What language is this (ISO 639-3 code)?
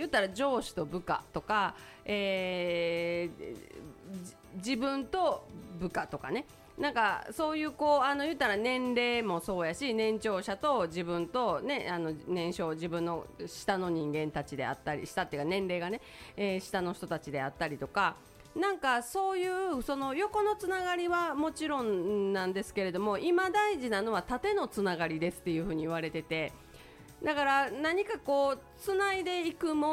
jpn